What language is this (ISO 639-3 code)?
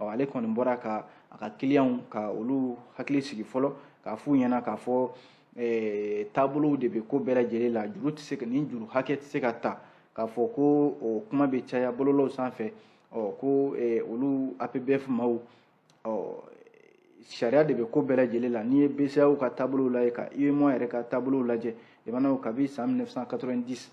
bam